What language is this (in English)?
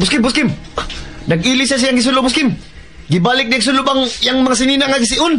Cebuano